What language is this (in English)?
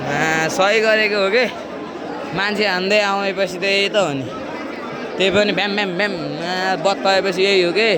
Nepali